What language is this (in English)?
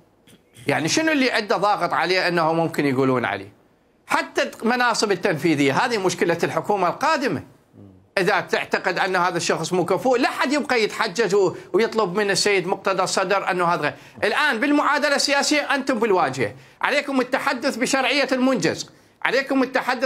Mesopotamian Arabic